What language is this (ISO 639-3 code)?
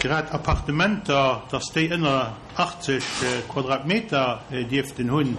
ltz